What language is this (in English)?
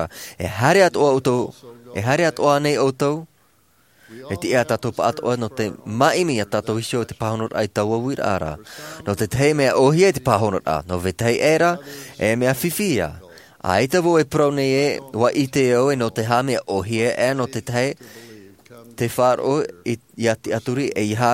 Tahitian